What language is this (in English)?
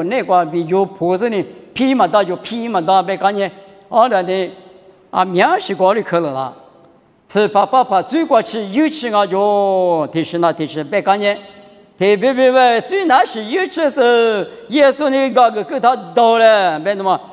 Lisu